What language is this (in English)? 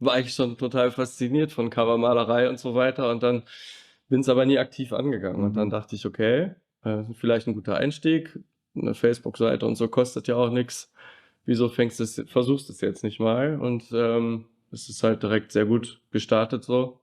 Swiss German